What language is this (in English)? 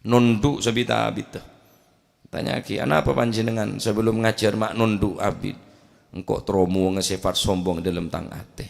Madurese